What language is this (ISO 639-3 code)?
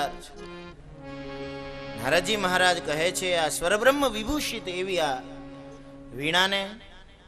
guj